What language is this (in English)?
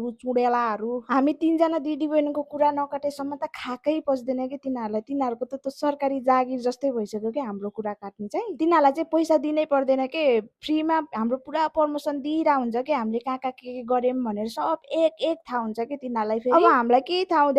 Nepali